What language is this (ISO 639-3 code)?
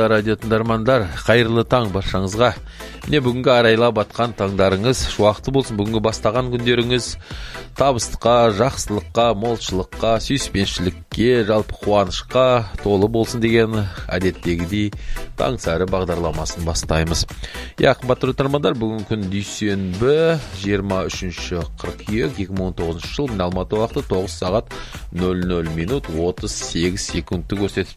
kaz